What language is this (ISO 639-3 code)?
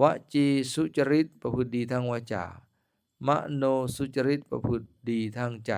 lao